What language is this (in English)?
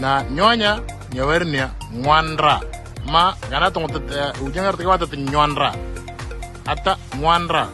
Moro